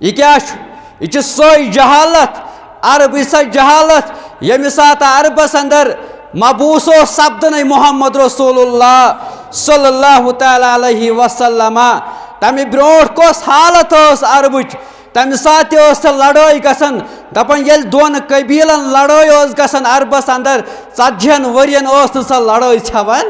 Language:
Kashmiri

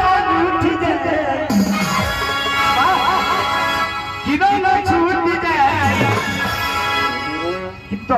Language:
Bhojpuri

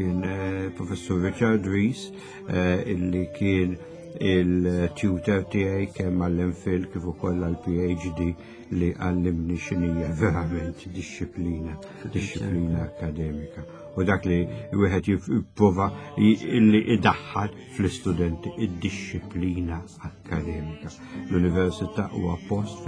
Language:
Maltese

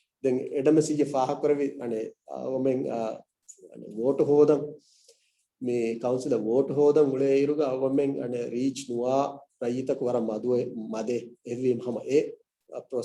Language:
Divehi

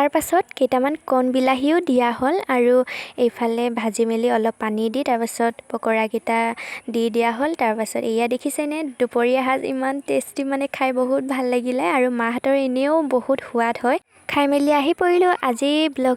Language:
Assamese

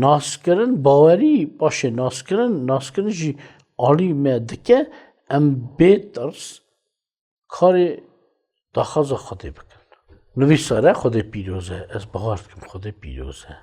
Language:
Kurdish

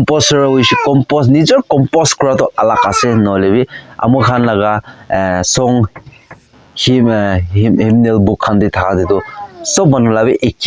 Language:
Naga Pidgin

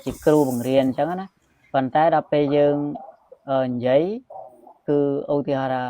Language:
Khmer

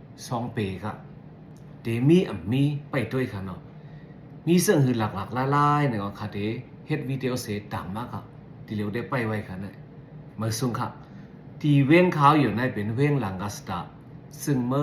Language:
Shan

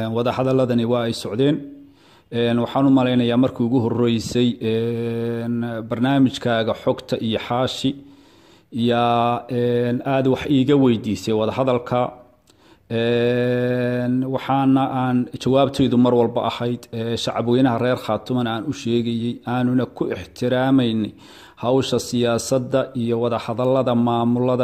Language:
Somali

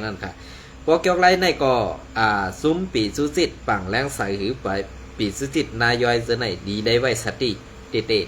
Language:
Shan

